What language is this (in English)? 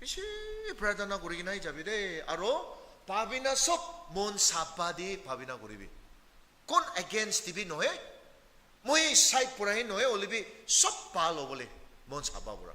Naga Pidgin